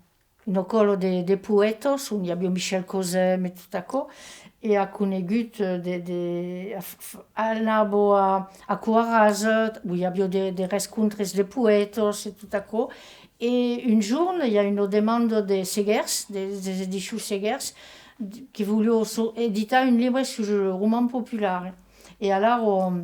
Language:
Occitan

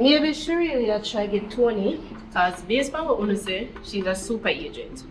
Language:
Jamaican Creole English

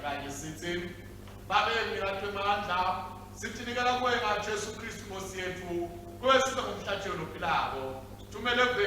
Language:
Swati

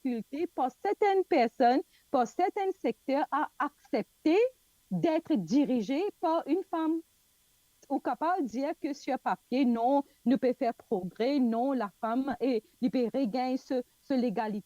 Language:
Morisyen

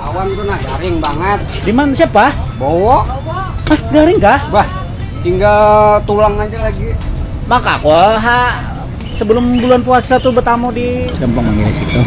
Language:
Banjar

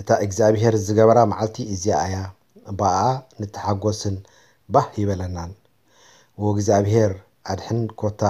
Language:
Tigrinya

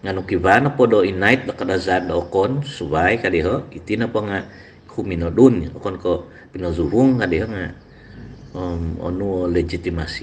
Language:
Central Dusun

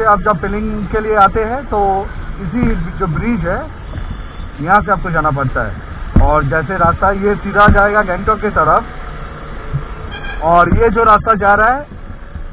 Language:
Hindi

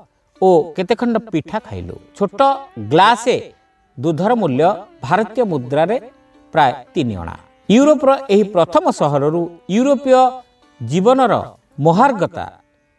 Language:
Odia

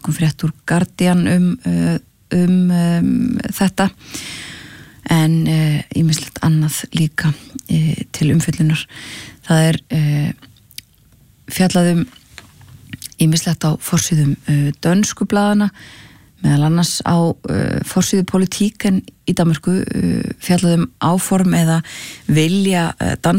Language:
Icelandic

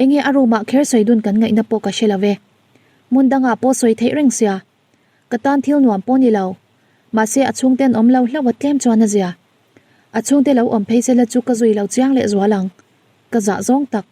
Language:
Mizo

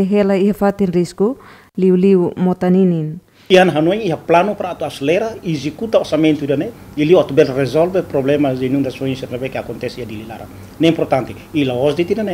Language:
Tetum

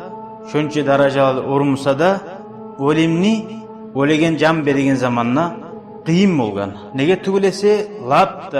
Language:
Kumyk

